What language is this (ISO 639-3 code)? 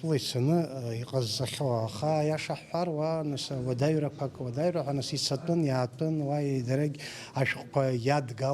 abk